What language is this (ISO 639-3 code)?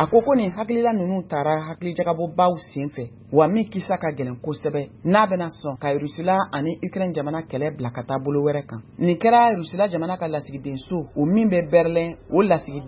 bam